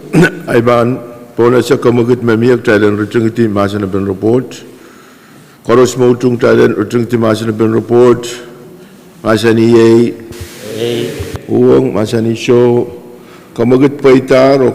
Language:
Pohnpeian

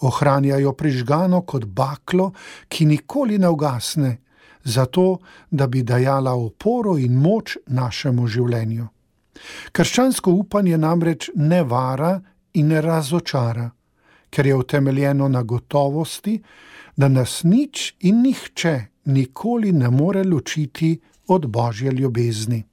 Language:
Slovenian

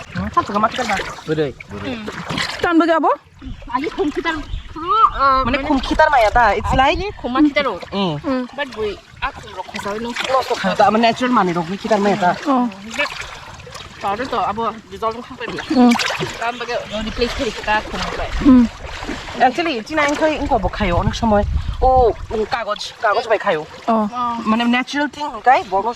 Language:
Kok Borok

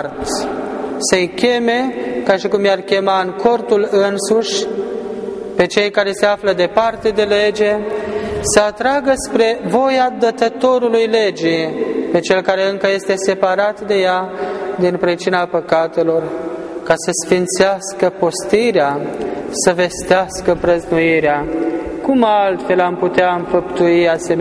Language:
Romanian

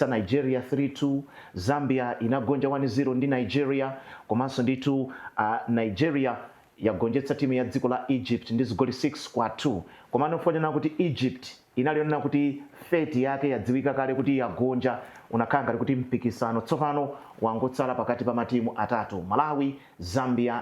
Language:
Nyanja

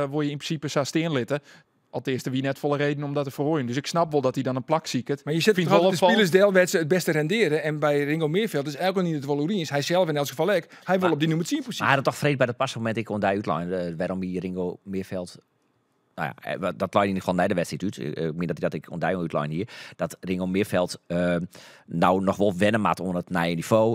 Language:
Western Frisian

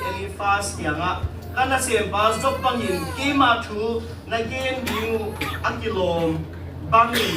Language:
Tedim Chin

